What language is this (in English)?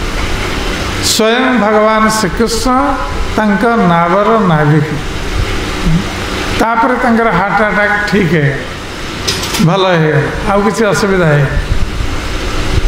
Odia